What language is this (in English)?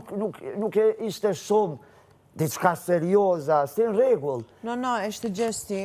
Albanian